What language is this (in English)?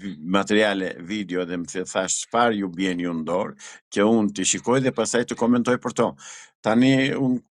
Albanian